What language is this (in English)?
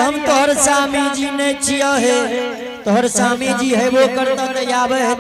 Angika